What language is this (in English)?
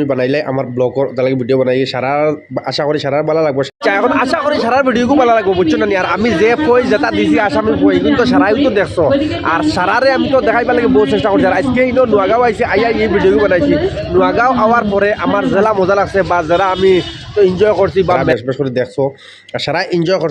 Sylheti